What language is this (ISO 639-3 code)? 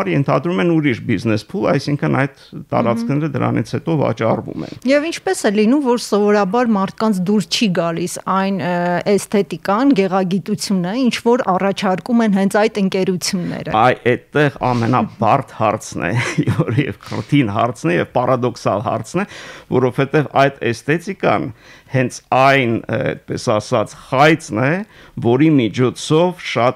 hye